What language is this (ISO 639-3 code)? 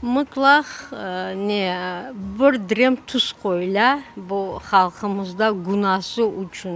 crh